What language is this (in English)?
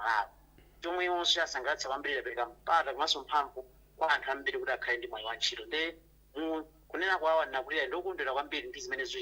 Nyanja